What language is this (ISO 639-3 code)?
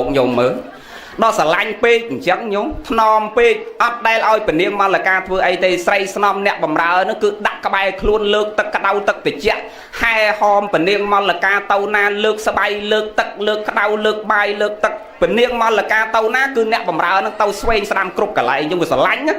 khm